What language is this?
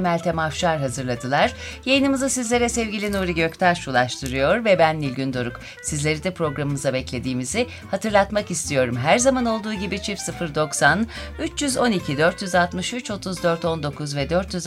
Turkish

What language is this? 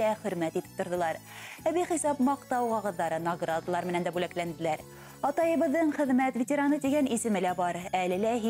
Bashkir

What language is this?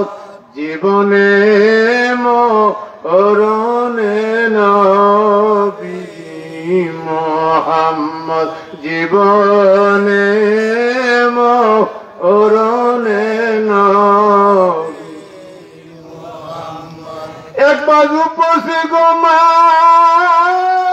Bangla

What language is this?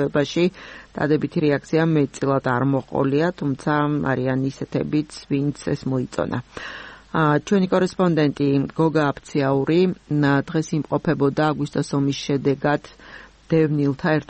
Georgian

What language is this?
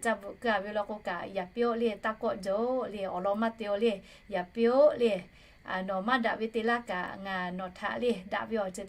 Lahu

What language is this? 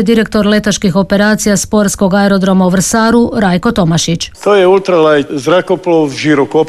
Croatian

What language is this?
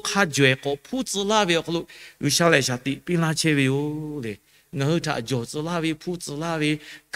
Lahu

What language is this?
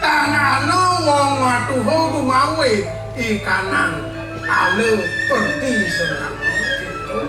Balinese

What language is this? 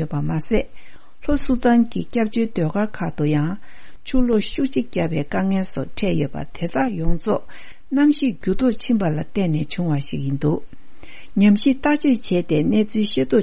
Tibetan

